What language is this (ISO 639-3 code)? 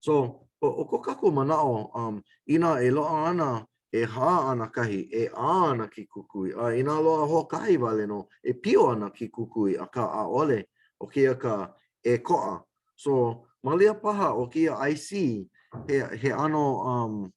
haw